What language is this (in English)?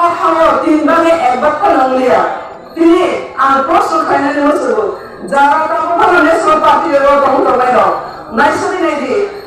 Kok Borok